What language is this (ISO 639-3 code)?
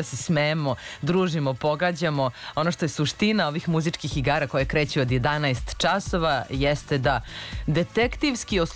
srp